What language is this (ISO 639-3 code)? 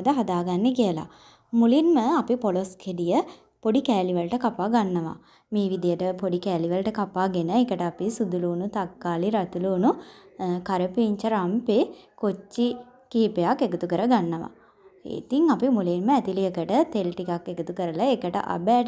sin